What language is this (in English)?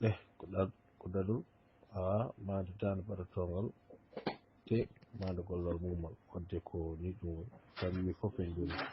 Fula